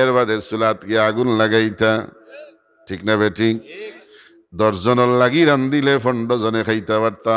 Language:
Sylheti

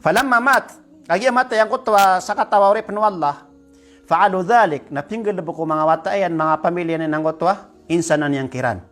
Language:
Maranao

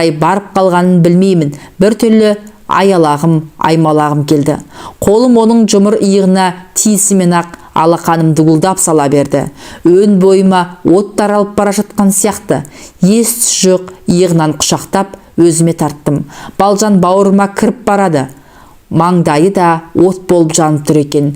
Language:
Kazakh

